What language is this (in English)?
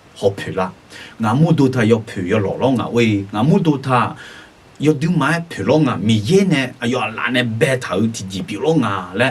Akha